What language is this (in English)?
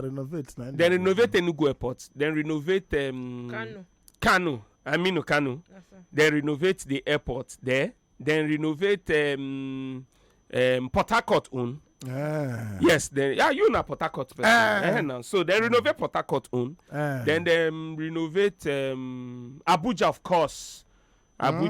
Nigerian Pidgin